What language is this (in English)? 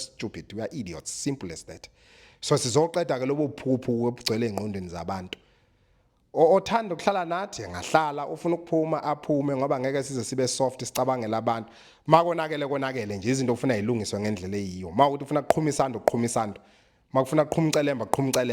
Zulu